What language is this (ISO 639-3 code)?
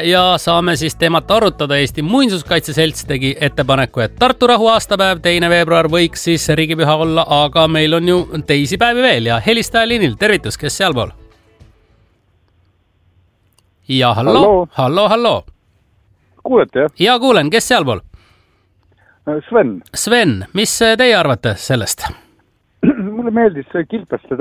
est